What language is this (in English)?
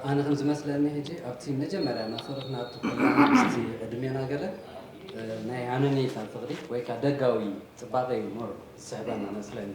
Tigrinya